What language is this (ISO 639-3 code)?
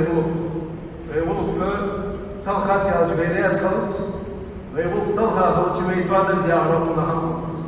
inh